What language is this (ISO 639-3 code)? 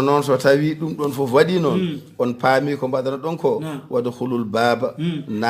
ful